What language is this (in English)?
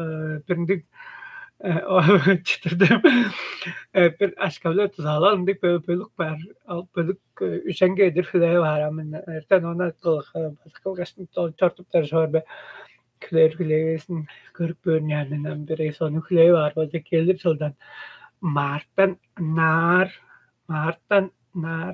Tuvinian